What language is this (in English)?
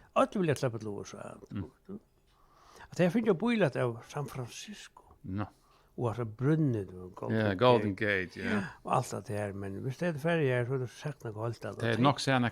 Faroese